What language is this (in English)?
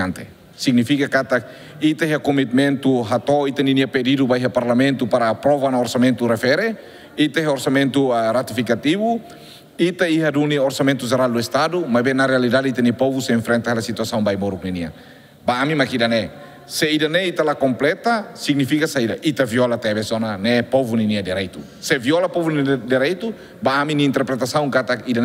Tetum